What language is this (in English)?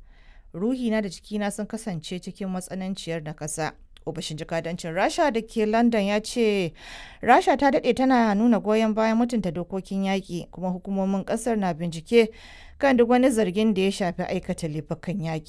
Hausa